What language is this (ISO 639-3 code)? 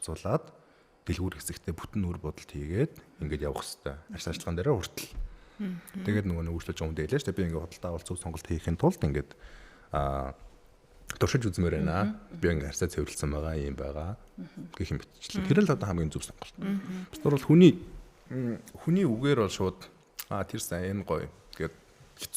mon